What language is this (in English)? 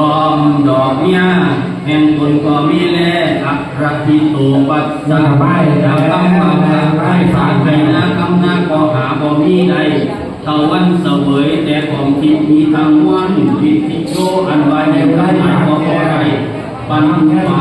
Lao